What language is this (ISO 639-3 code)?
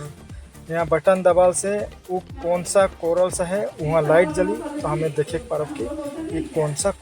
sck